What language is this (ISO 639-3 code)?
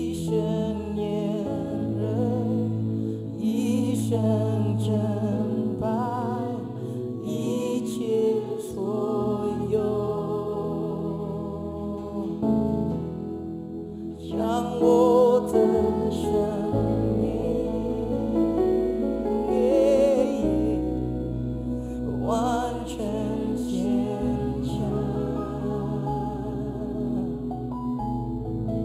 zho